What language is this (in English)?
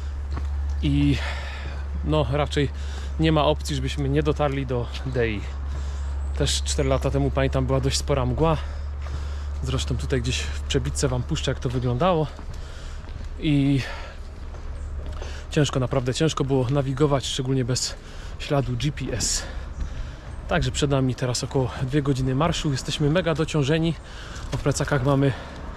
Polish